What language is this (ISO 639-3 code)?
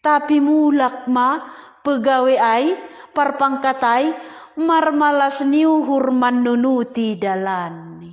bts